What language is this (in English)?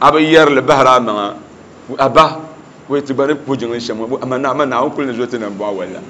Dagbani